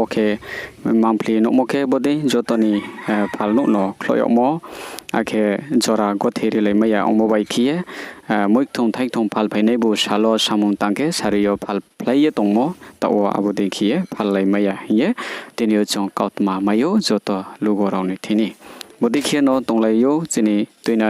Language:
Riang (India)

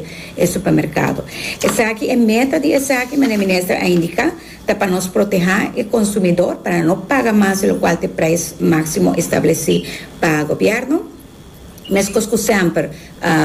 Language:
Papiamento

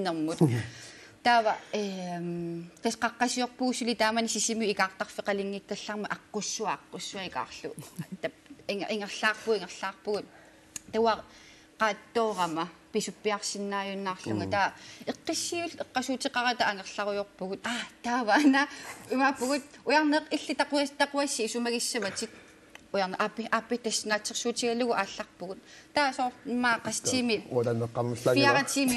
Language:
Kalaallisut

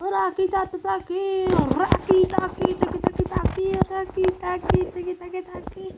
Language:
Kara-Kalpak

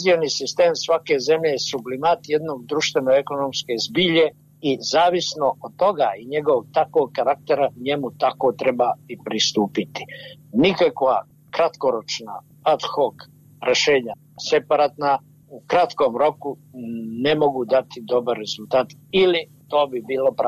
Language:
Bosnian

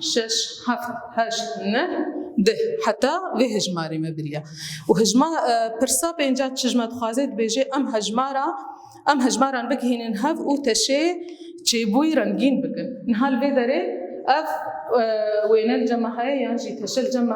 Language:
Kurdish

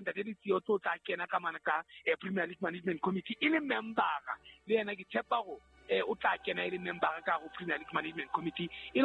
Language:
Southern Sotho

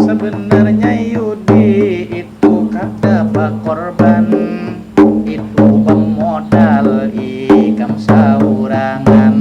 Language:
Banjar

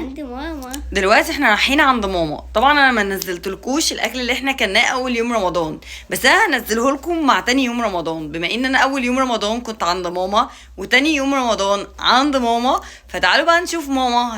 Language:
Egyptian Arabic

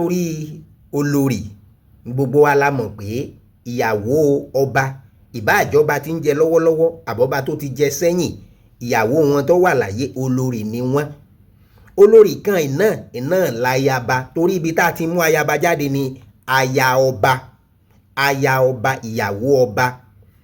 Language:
Yoruba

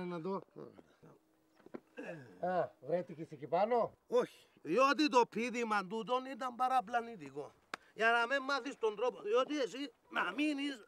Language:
Greek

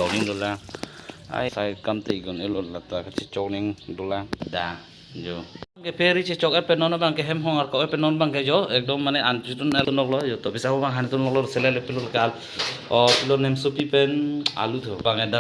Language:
Karbi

